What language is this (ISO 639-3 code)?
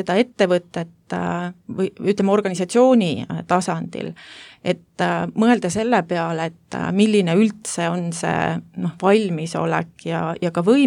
est